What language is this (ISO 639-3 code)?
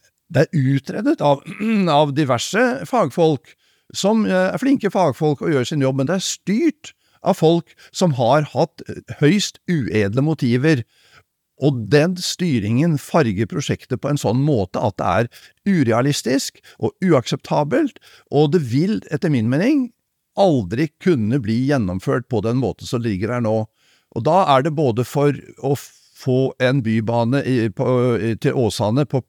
nor